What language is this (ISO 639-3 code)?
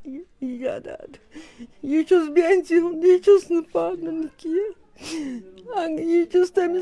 kas